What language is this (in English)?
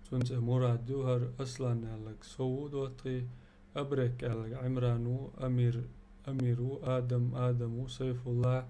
Chechen